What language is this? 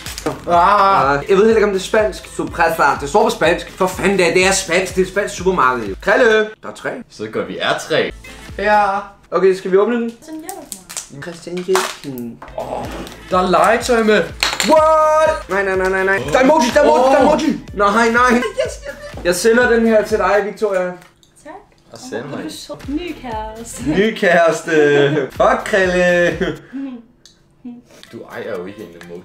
Danish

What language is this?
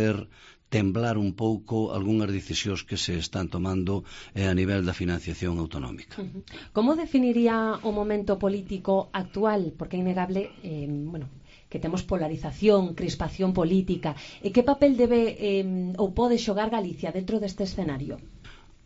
Galician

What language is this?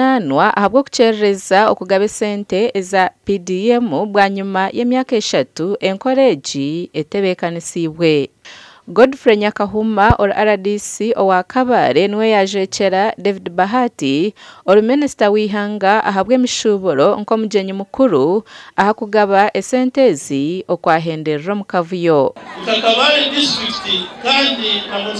Nyankole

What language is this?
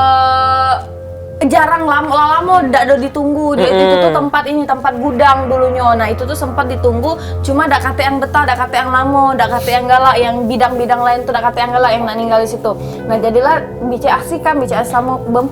Musi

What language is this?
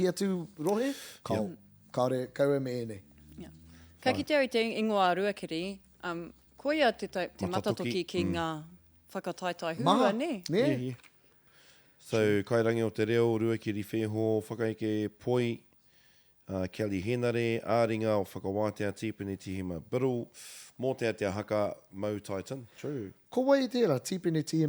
Māori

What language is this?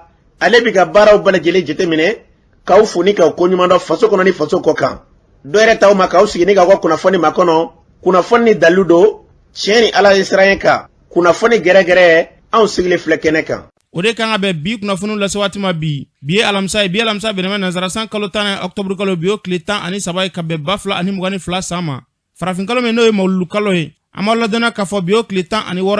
Bambara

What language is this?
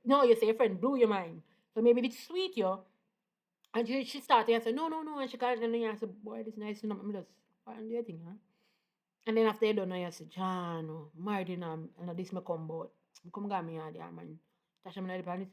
Jamaican Creole English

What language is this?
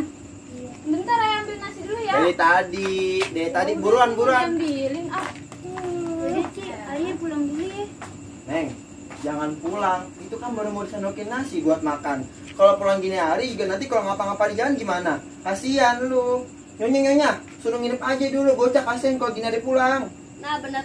Betawi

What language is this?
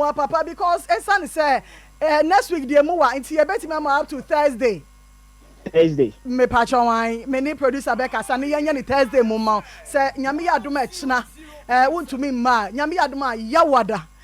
Akan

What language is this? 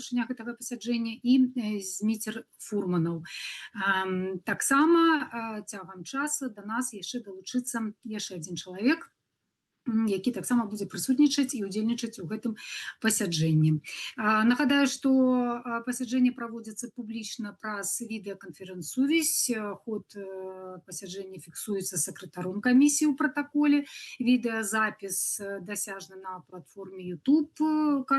Belarusian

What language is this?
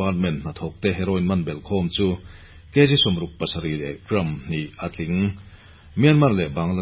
Mizo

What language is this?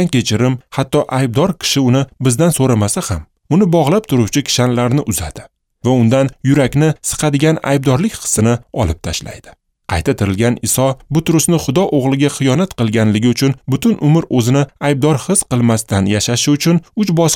Uzbek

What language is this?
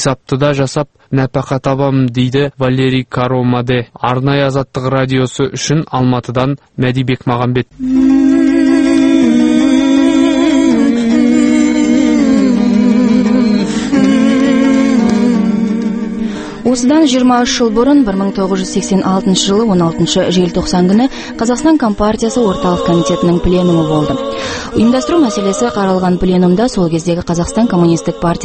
Kazakh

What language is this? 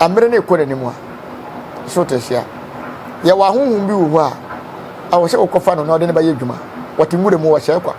Akan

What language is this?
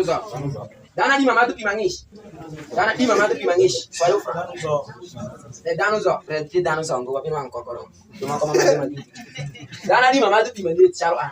Alur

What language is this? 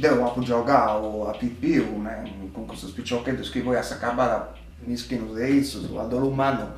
Sardinian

